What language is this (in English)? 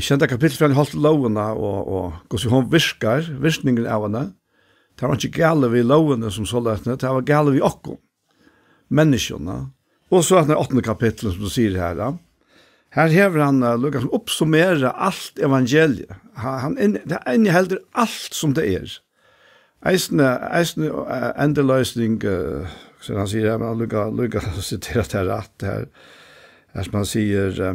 Faroese